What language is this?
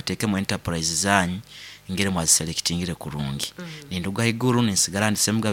Nyankole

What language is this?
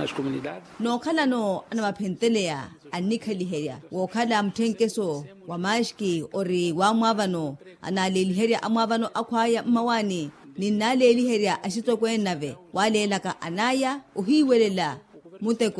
Makhuwa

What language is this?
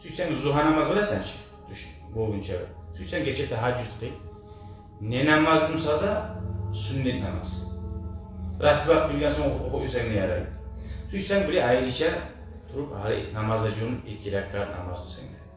Kumyk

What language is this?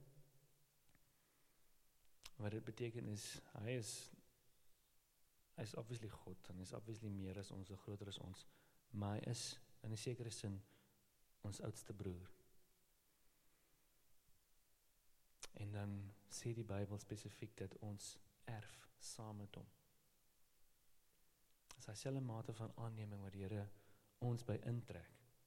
Afrikaans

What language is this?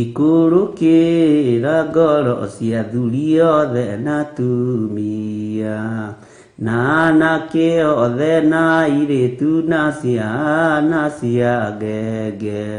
Kikuyu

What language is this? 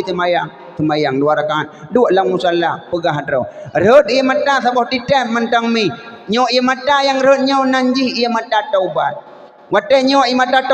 Achinese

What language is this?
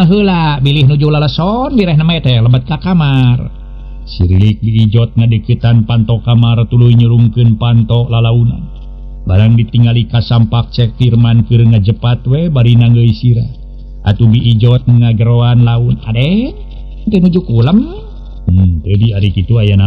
Sundanese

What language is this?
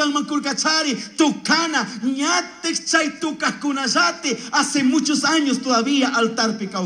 Chimborazo Highland Quichua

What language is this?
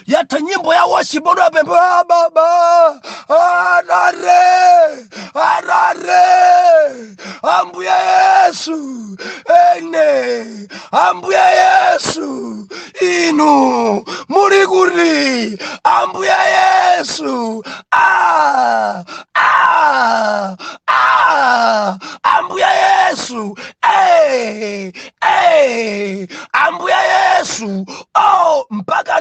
Nyanja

